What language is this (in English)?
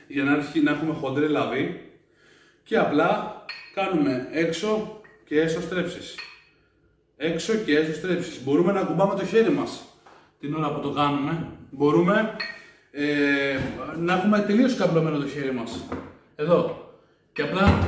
Greek